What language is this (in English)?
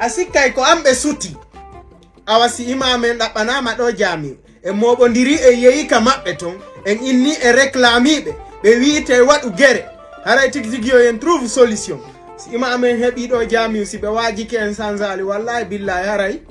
Fula